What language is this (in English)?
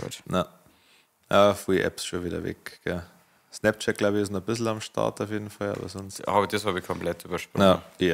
Bavarian